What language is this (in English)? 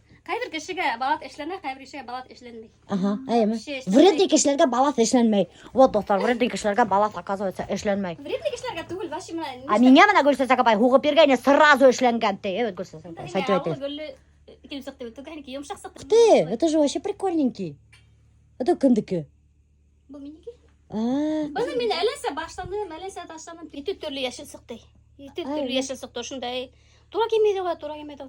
Bashkir